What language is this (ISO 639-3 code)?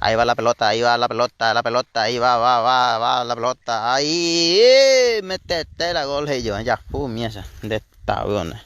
grn